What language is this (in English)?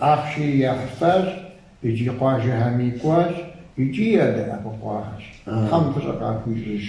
Kabardian